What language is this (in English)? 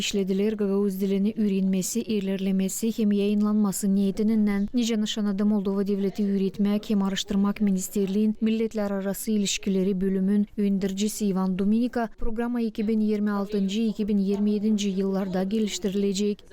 Gagauz